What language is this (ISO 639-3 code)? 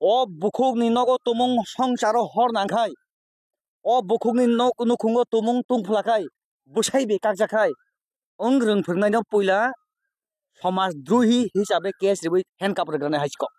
trp